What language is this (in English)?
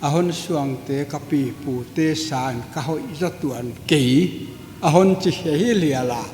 Paite Chin